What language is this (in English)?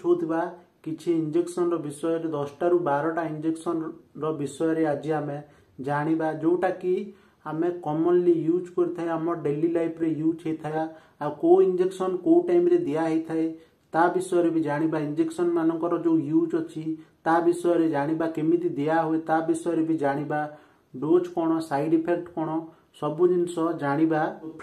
Odia